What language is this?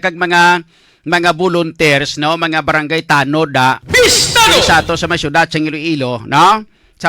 Hiligaynon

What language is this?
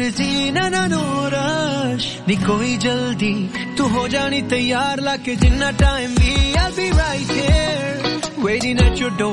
Punjabi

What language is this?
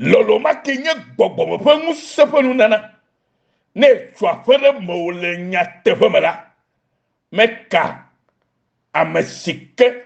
Ewe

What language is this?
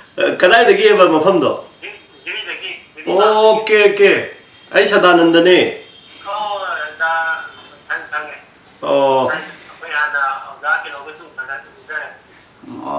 Manipuri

